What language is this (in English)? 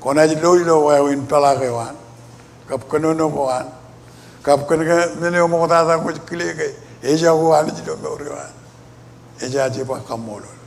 Marshallese